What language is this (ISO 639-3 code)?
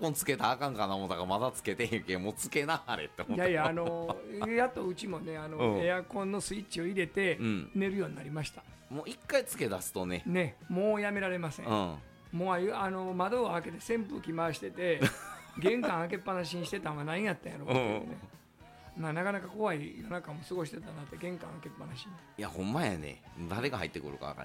jpn